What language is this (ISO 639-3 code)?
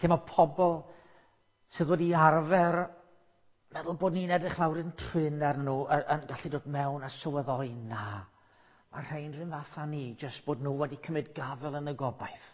cym